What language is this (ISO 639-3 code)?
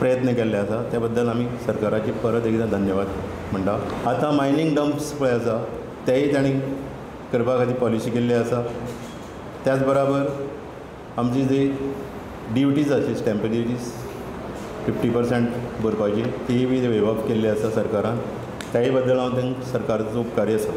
kok